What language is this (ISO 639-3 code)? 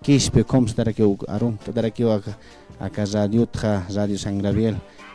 aym